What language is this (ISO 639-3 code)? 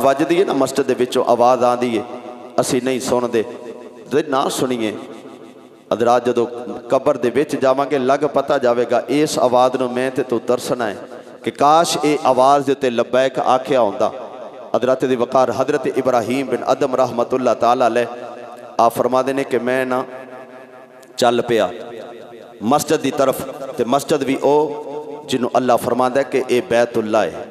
lah